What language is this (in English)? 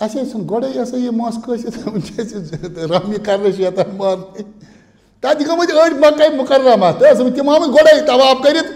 Kashmiri